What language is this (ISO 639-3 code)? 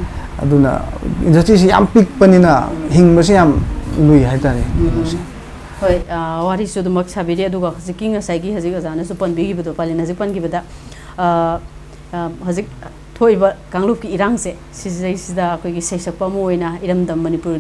mni